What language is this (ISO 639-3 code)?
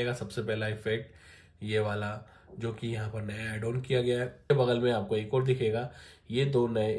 hin